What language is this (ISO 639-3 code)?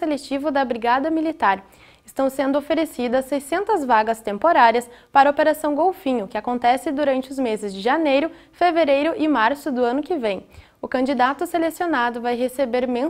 por